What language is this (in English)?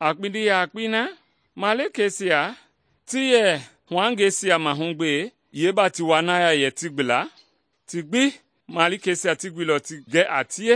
Mende